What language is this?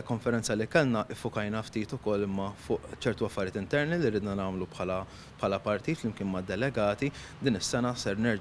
Maltese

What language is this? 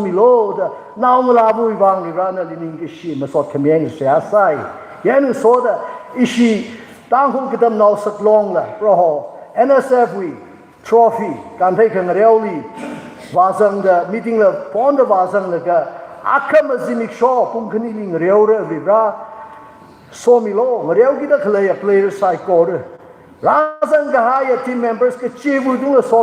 Tangkhul Naga (India)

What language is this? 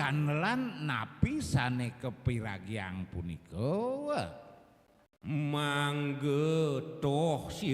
Balinese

